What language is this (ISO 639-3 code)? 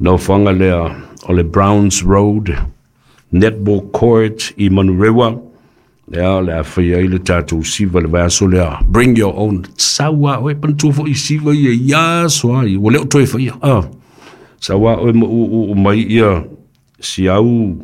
smo